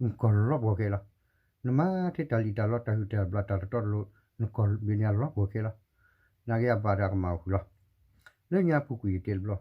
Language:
S'gaw Karen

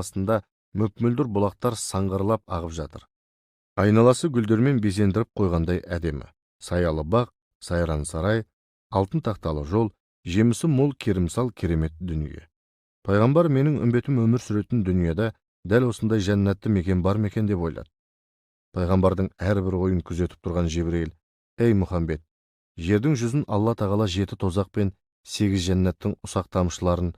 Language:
Kazakh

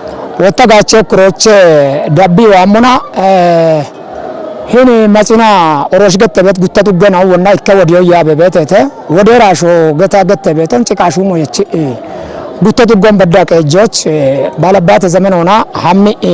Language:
Kafa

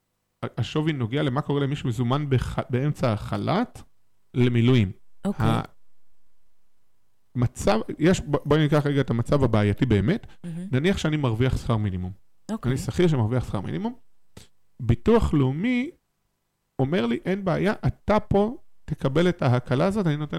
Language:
Hebrew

